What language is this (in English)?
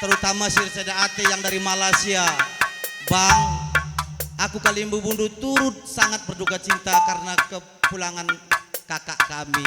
Batak Karo